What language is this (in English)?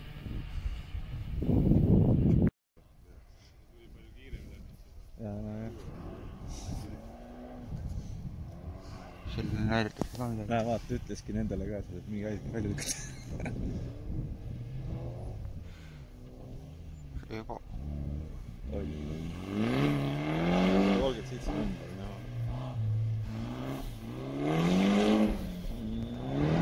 Estonian